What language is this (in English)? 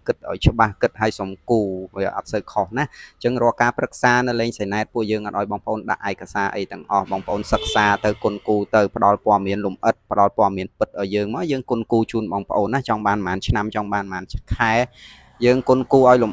Khmer